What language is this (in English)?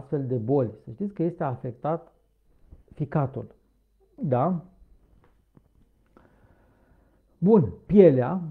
Romanian